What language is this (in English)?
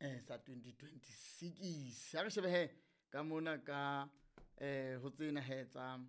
Southern Sotho